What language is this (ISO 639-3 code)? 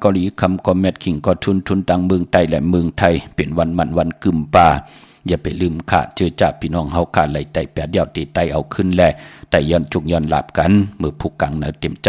shn